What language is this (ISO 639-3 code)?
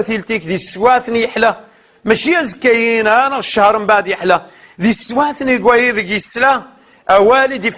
kab